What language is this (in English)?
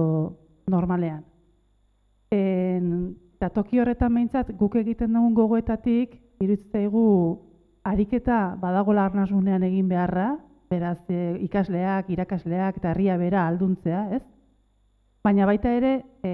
Basque